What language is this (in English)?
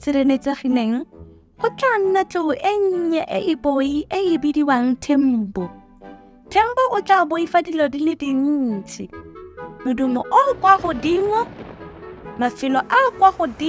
Tswana